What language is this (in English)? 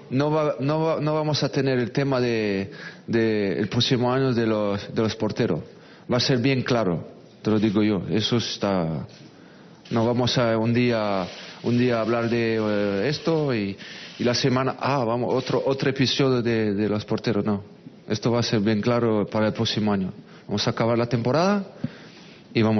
Spanish